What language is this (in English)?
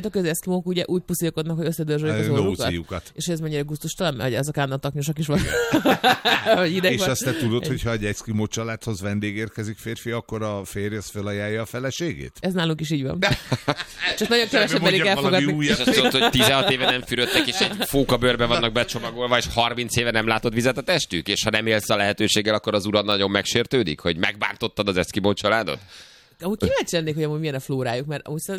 Hungarian